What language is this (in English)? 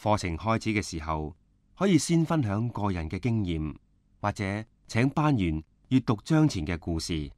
Cantonese